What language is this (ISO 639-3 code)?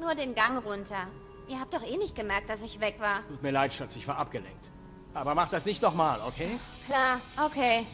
bar